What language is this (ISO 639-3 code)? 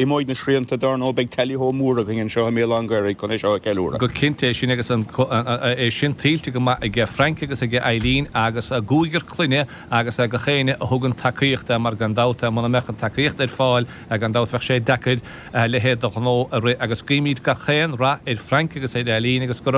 gle